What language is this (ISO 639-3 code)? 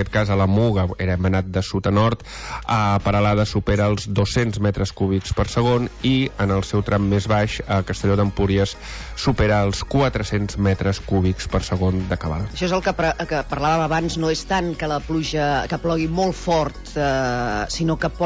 cat